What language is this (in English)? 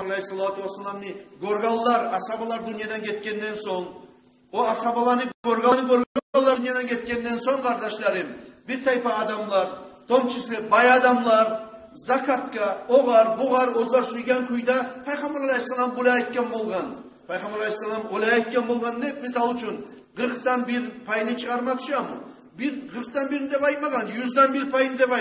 Kumyk